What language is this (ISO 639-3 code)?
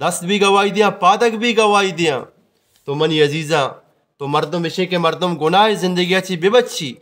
bgp